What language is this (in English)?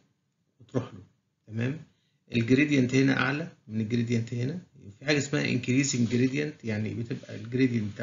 Egyptian Arabic